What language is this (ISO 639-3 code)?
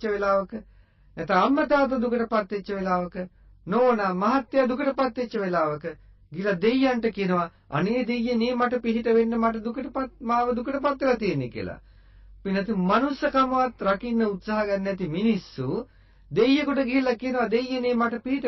sin